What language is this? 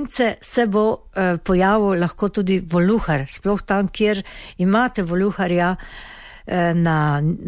Slovenian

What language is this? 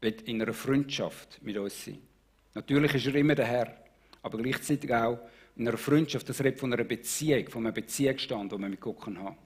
Swiss German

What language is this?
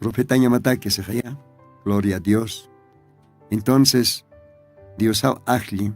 Aymara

